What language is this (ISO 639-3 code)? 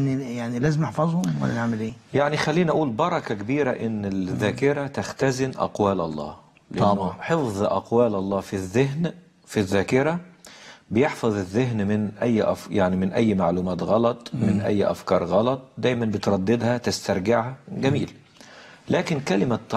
arz